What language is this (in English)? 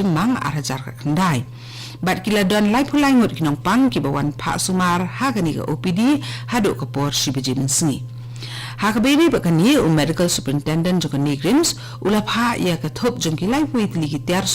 Khasi